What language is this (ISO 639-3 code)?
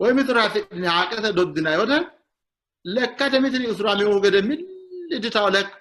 sid